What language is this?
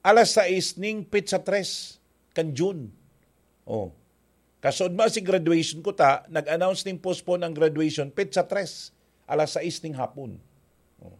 Bikol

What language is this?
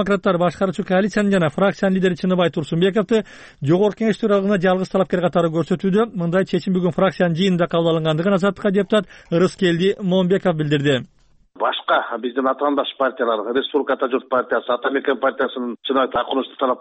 Kyrgyz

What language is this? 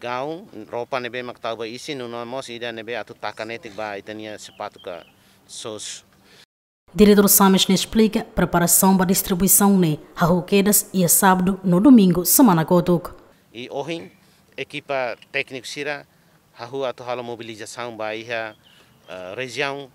Tetum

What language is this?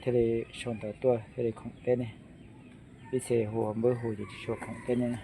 Hmong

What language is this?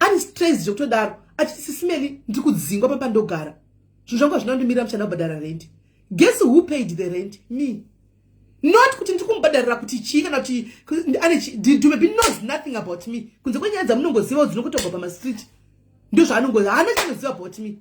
Shona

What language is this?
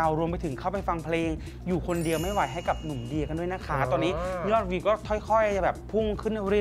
Thai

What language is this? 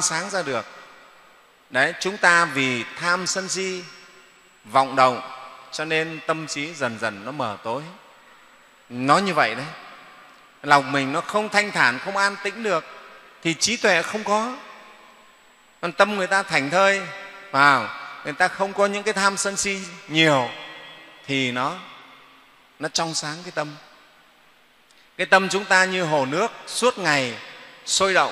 Vietnamese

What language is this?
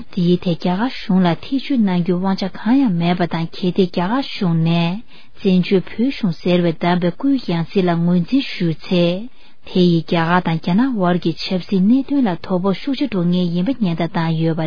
Tibetan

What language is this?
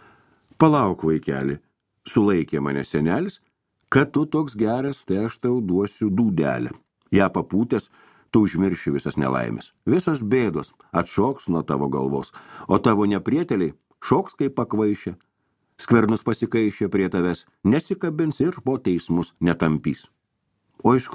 Lithuanian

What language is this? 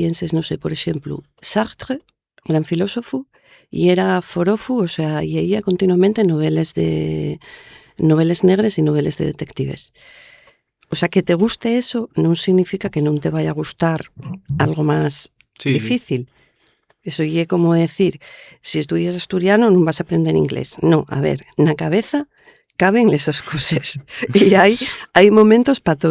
Asturian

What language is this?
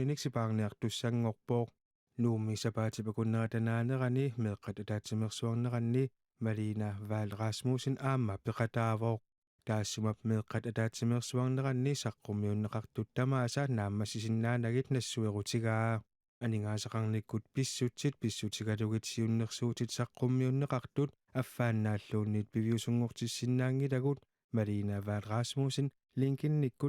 Kalaallisut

